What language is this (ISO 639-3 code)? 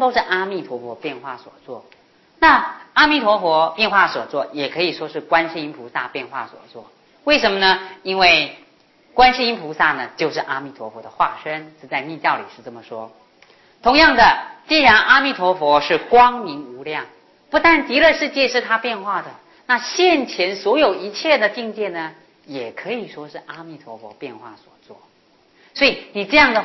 zho